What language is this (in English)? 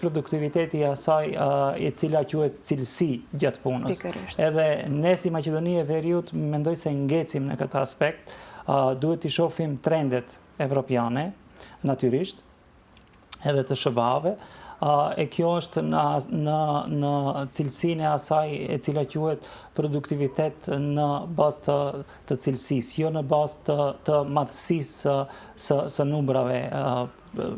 Albanian